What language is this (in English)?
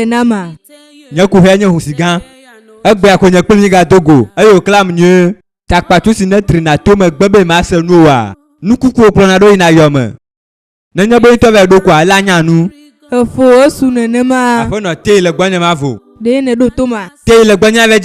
Ewe